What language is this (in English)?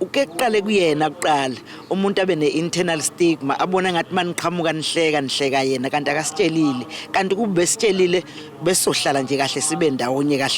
Zulu